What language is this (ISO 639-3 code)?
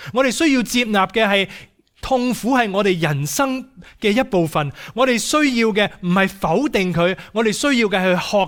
yue